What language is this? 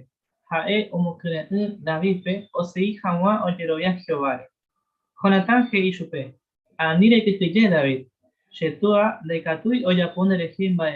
Guarani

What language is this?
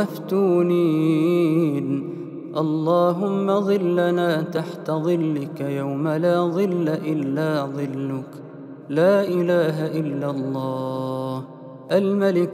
Arabic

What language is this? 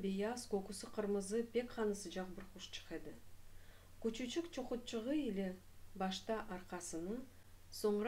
Crimean Tatar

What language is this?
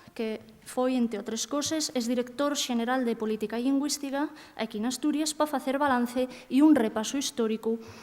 Asturian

